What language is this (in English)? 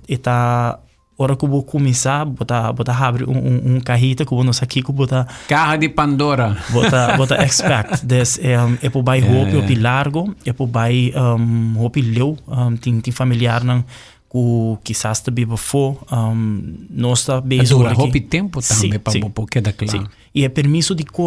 Papiamento